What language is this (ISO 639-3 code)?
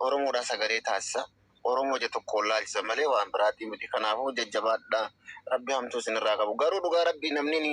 orm